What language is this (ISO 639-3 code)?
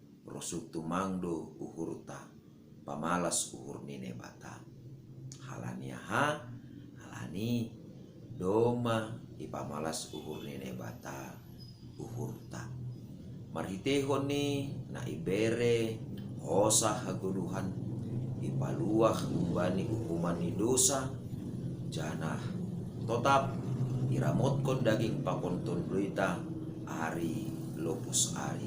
bts